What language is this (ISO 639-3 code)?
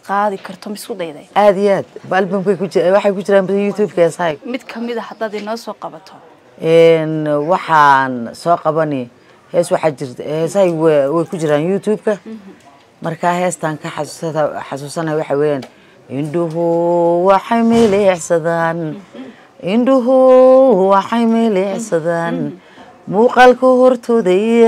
som